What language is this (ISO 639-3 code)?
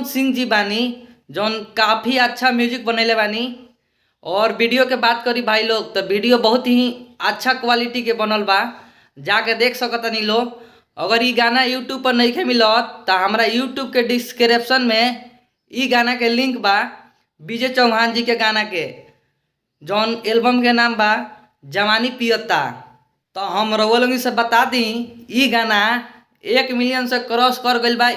bho